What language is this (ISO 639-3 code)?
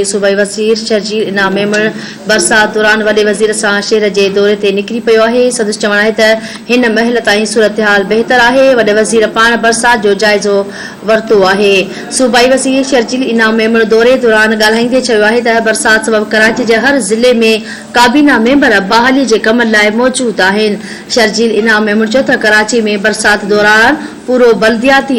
snd